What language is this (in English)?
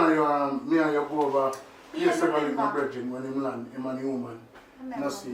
Jamaican Creole English